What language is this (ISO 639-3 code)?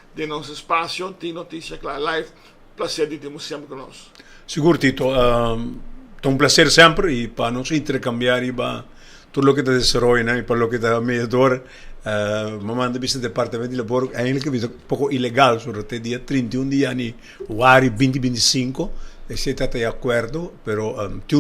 pap